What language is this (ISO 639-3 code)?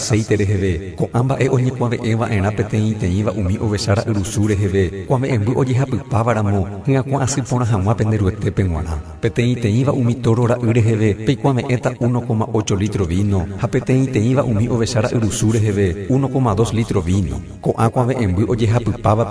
grn